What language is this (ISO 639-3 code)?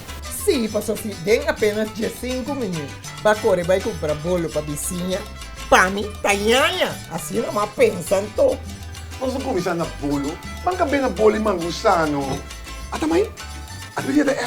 pap